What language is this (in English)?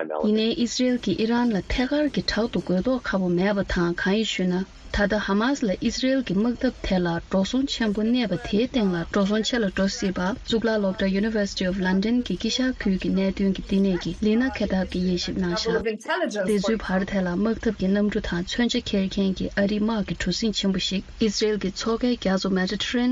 Tibetan